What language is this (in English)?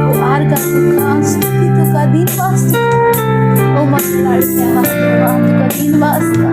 Konkani